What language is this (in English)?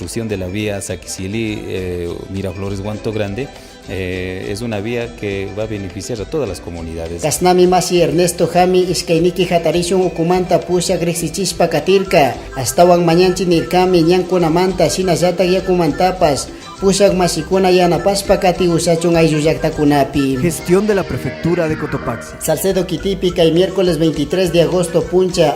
Chimborazo Highland Quichua